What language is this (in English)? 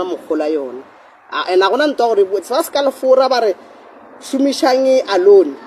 Northern Sotho